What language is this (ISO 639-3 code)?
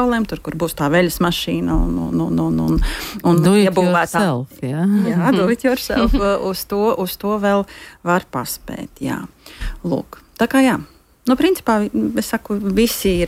lav